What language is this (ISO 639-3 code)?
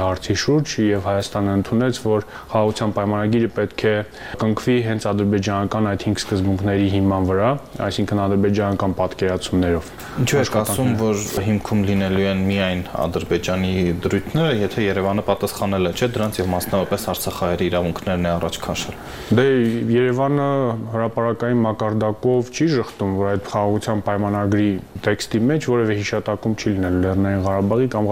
hye